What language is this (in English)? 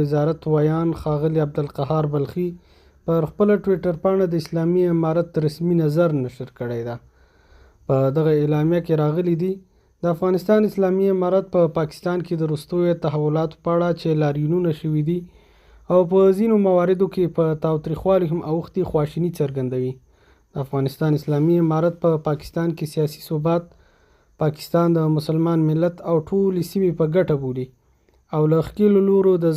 Pashto